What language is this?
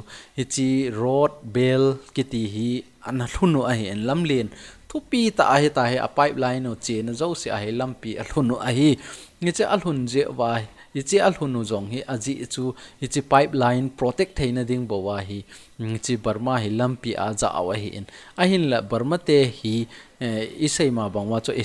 Thado Chin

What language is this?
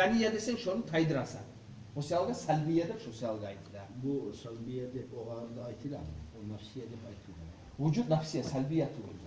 Kumyk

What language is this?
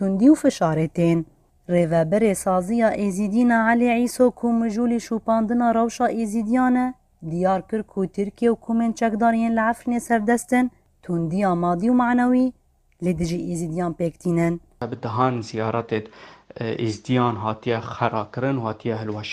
Kurdish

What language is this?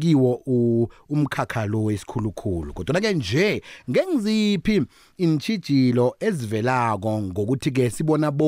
South Ndebele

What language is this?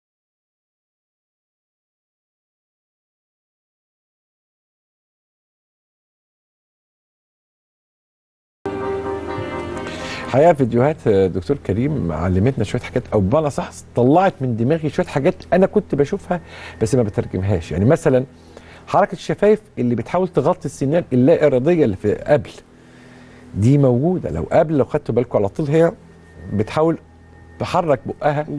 Egyptian Arabic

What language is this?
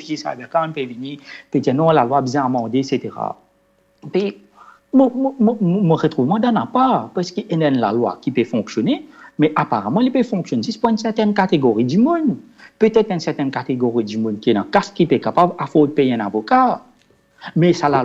Morisyen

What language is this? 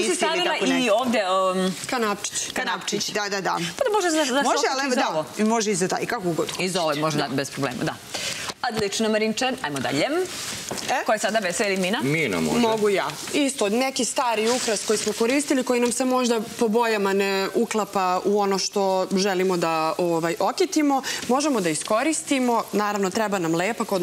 Serbian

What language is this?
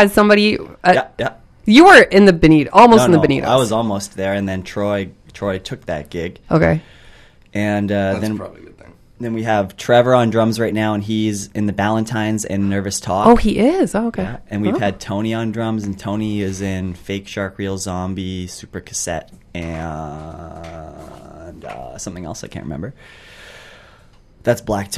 English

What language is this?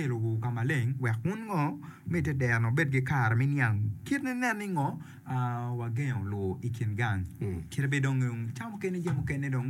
Acoli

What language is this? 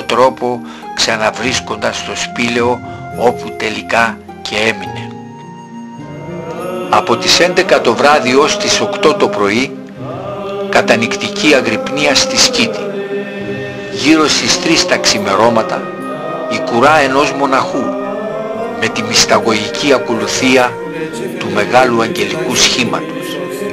Greek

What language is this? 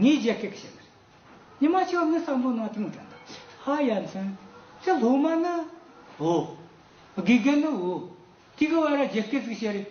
Tibetan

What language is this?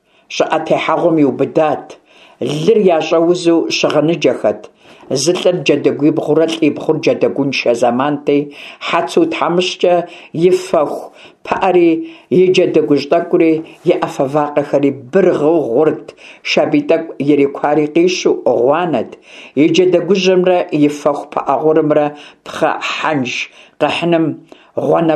Kabardian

